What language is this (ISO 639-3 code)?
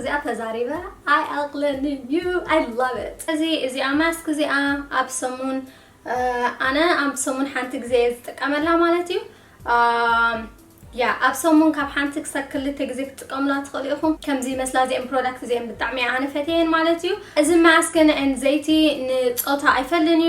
tir